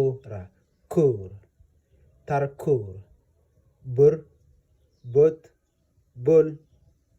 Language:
Nuer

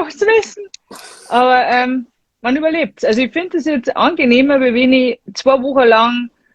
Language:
Bavarian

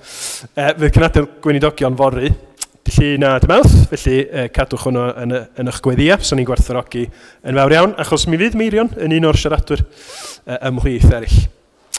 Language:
Welsh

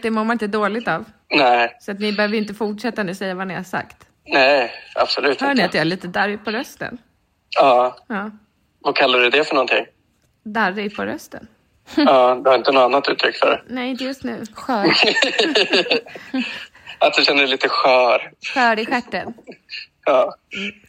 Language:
Swedish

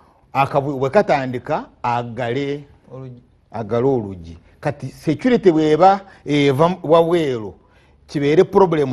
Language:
Ganda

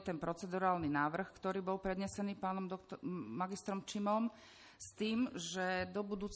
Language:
Slovak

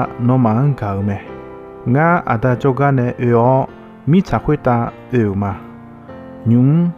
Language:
Akha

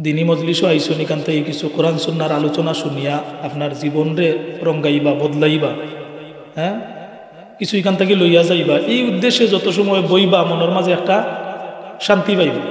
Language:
Sylheti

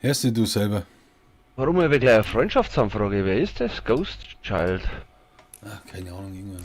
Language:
Bavarian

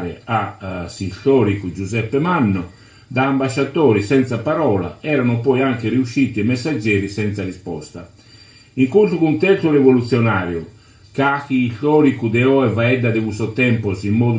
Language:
Sardinian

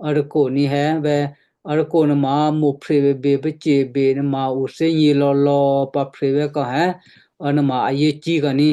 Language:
Western Kayah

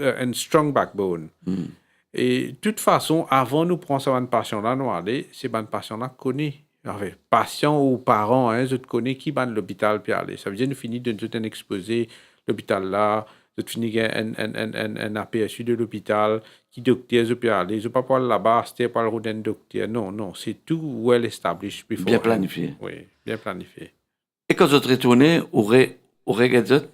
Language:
Morisyen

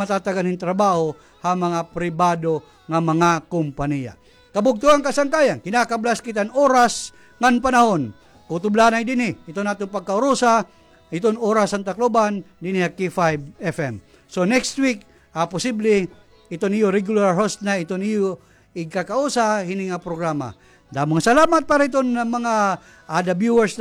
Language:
Waray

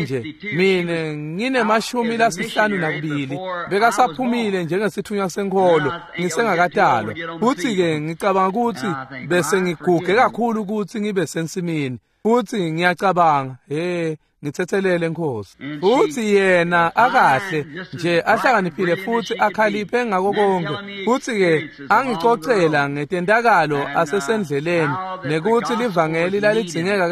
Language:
Swati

